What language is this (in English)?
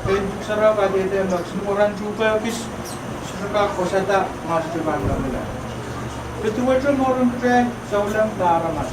Pohnpeian